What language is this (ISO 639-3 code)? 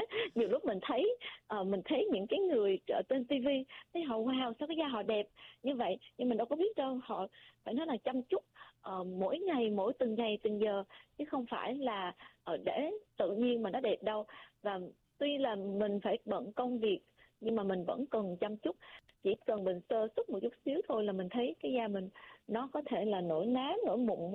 vie